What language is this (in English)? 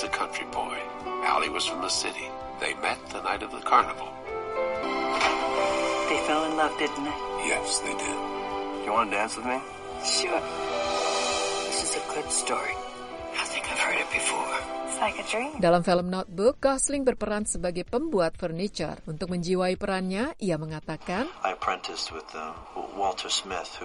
Indonesian